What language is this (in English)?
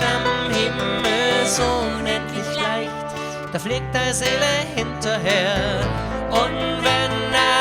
Bavarian